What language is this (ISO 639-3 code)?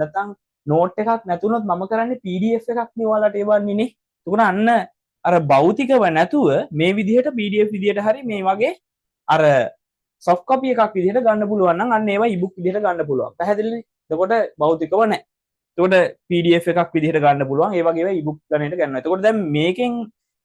sin